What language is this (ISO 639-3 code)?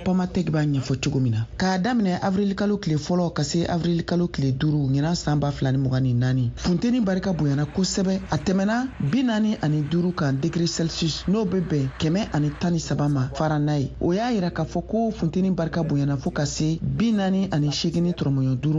bam